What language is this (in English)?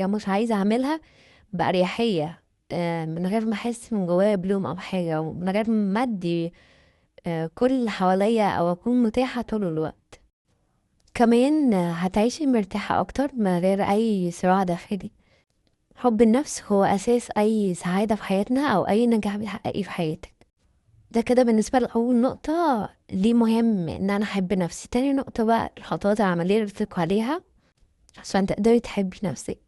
Egyptian Arabic